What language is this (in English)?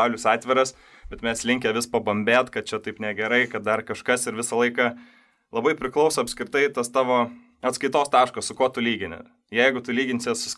Lithuanian